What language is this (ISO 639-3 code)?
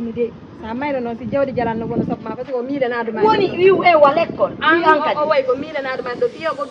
ful